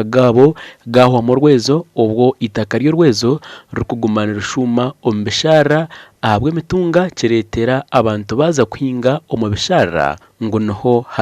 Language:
Nyankole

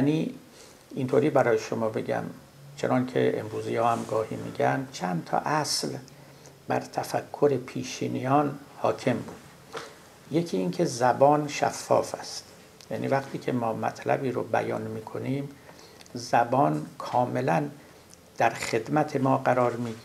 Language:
Persian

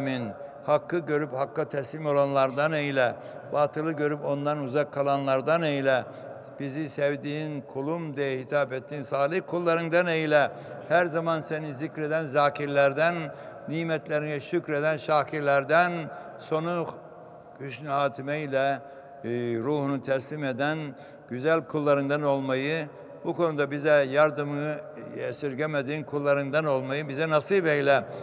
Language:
Turkish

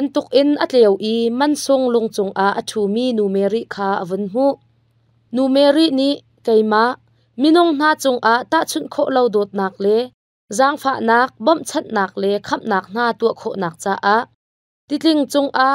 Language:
Hakha Chin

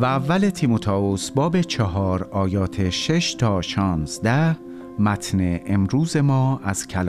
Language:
Persian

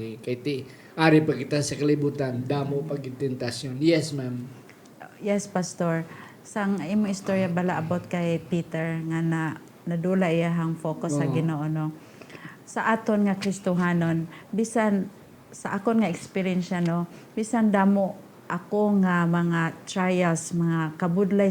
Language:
Hiligaynon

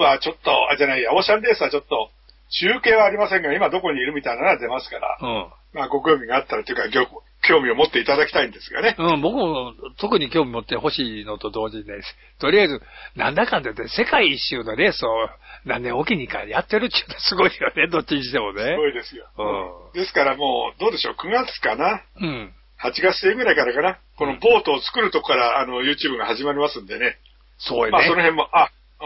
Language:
Japanese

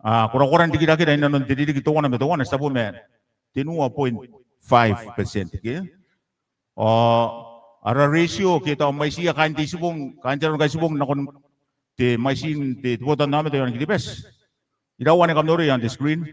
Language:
Gilbertese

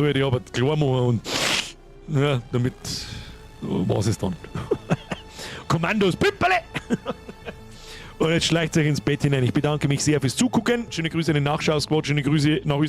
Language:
Bavarian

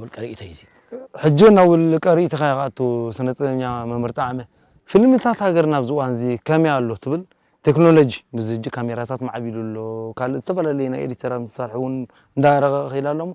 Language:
Tigrinya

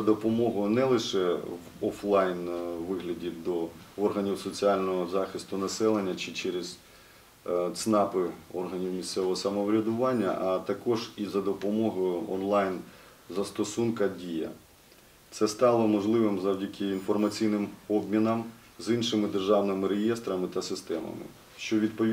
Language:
Ukrainian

